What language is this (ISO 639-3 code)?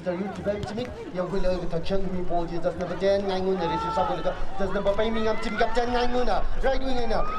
nmf